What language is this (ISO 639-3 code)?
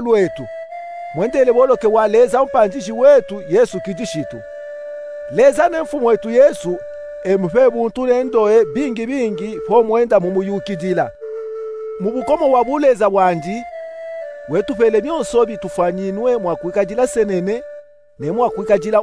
lub